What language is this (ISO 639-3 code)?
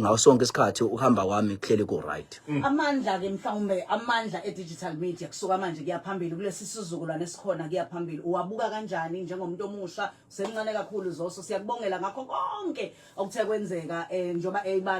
zul